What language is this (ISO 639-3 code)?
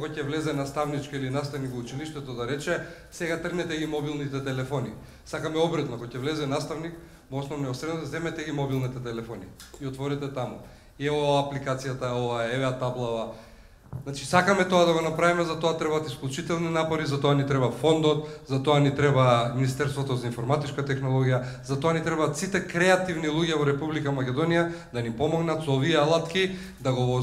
mkd